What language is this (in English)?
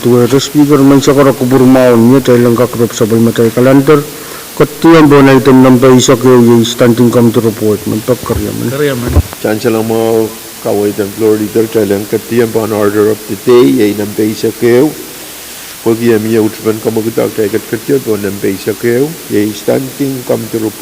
Pohnpeian